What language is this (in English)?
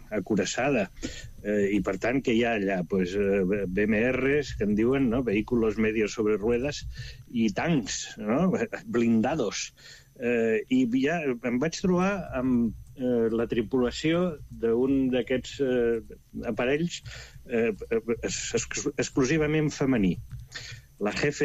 Catalan